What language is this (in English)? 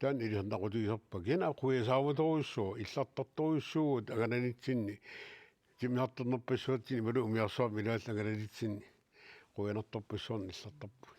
Kalaallisut